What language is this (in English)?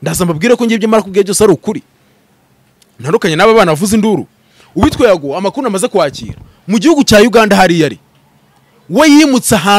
Kinyarwanda